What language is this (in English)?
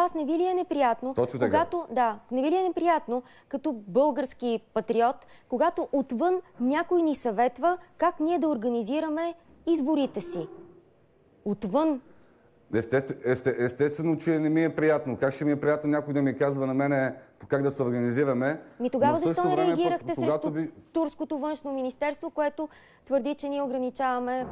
Bulgarian